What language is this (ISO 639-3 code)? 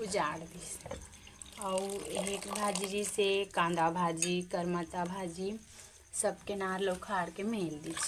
hne